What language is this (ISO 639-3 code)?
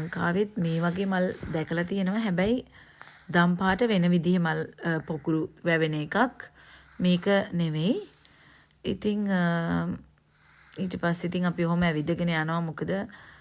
sin